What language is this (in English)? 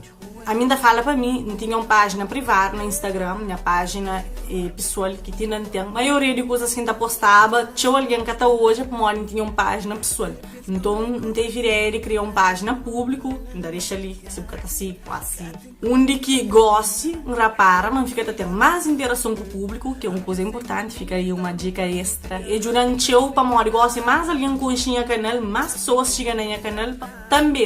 Kabuverdianu